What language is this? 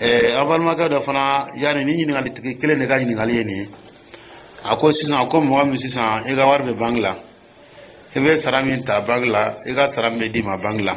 Dyula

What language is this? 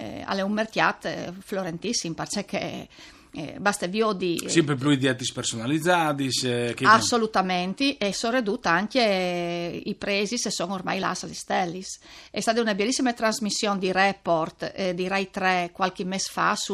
Friulian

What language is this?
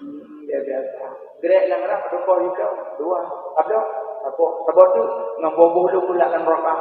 Achinese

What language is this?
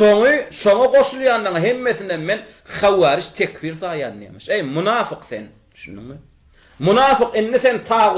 Turkmen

